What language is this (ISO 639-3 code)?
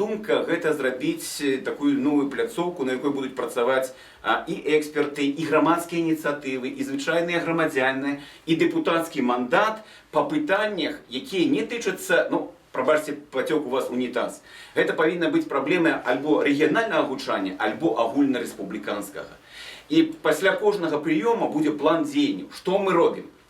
bel